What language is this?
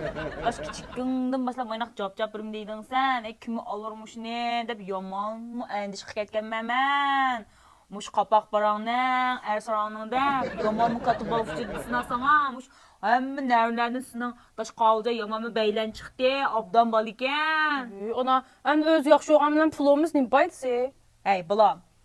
Uyghur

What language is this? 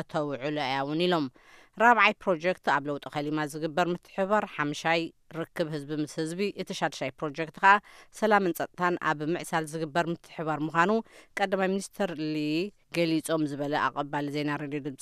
Tigrinya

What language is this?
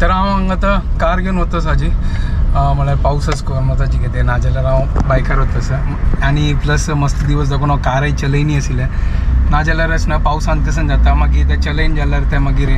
Konkani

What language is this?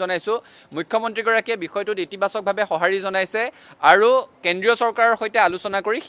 Assamese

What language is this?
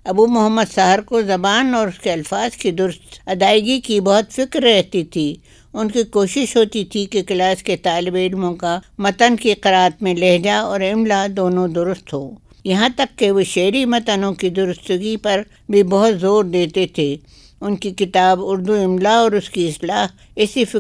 Urdu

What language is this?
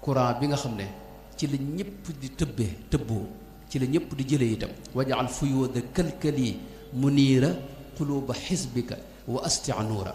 Wolof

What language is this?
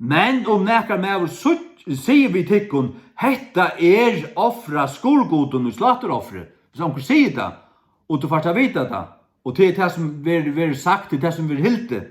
Faroese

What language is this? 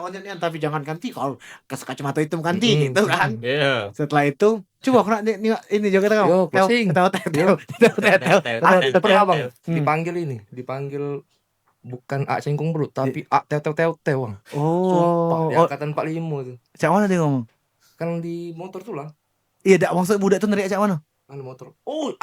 Musi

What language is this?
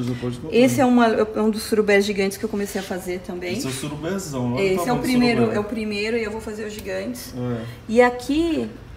Portuguese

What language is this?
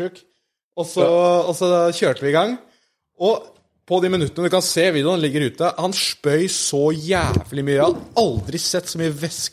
Norwegian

